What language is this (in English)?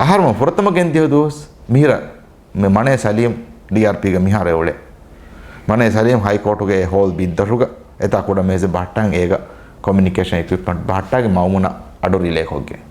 Divehi